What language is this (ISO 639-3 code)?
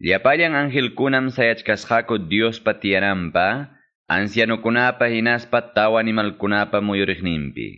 que